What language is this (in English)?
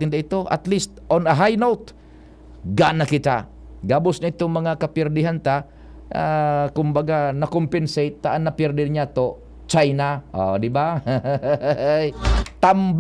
Bikol